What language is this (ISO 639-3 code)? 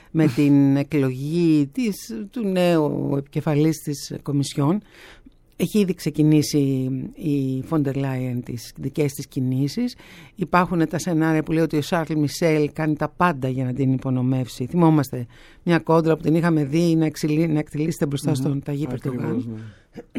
ell